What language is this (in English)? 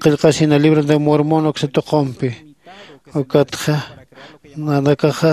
Aymara